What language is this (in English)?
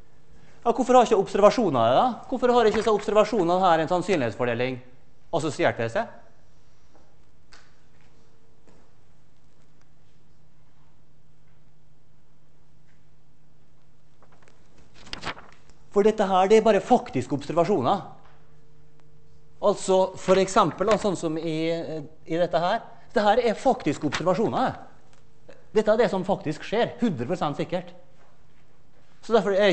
Norwegian